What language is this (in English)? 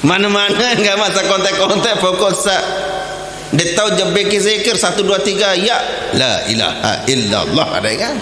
Sasak